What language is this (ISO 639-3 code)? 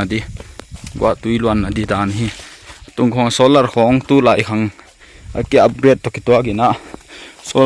pck